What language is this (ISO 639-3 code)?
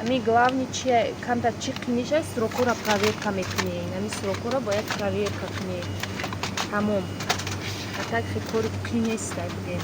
tgk